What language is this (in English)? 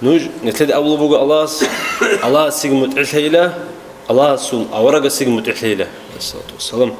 Avaric